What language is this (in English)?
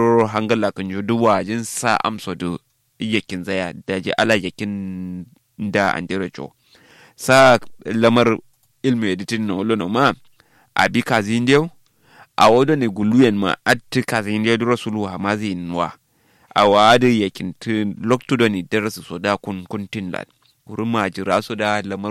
Kanuri